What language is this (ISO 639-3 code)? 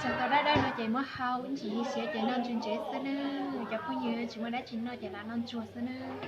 hmn